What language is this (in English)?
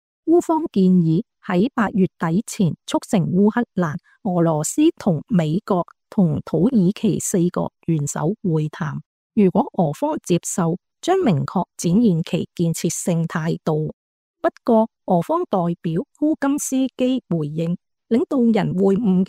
Cantonese